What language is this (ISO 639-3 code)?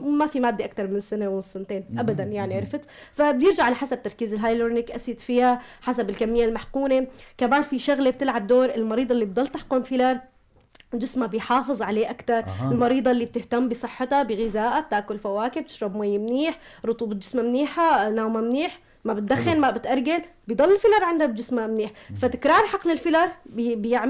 apc